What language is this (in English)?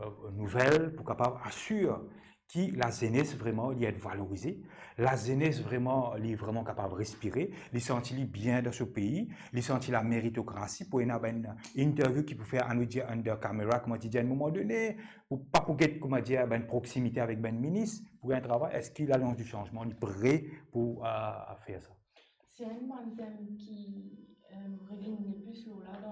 Morisyen